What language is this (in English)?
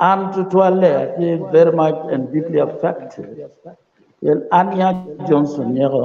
Acoli